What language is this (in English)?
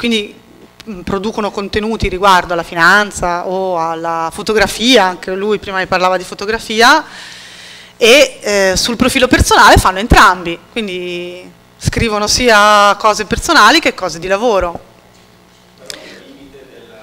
Italian